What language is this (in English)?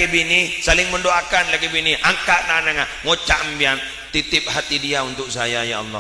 Madurese